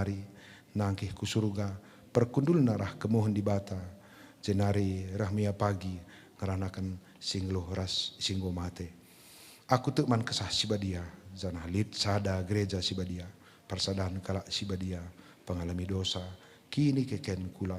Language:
Batak Karo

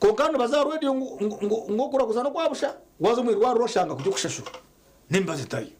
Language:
Nyankole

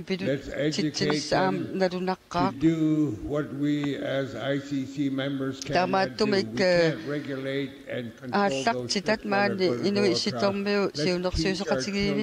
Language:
Kalaallisut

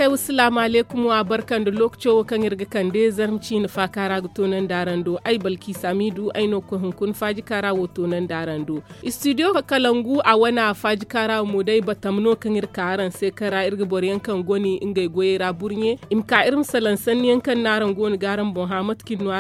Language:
Zarma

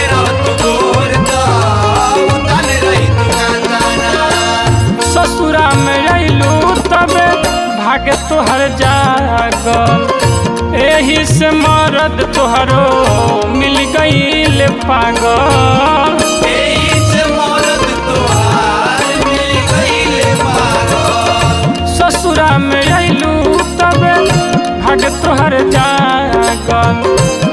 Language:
Bhojpuri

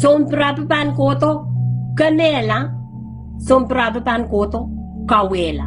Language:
Pohnpeian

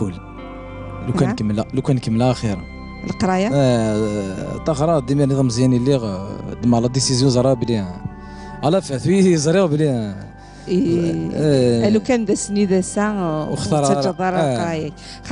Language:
Kabyle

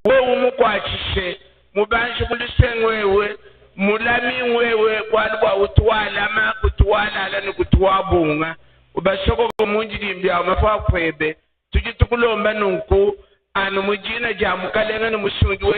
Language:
Luba-Lulua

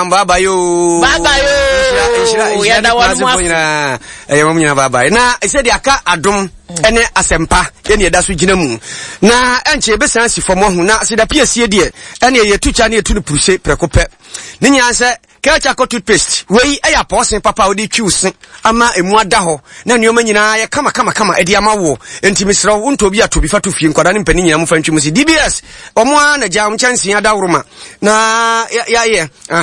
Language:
Akan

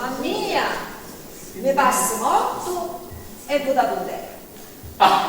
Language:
Sicilian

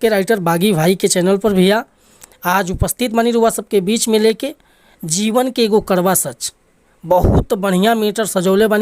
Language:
Bhojpuri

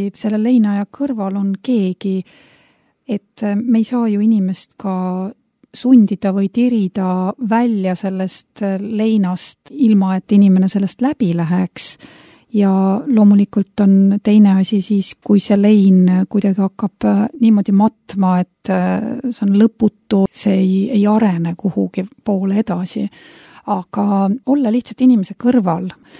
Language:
Estonian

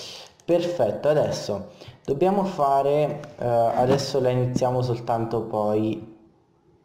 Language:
Italian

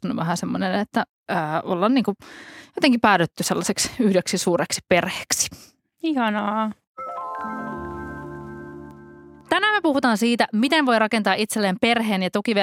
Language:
Finnish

